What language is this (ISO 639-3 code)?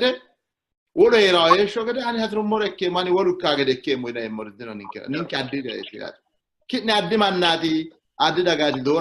sid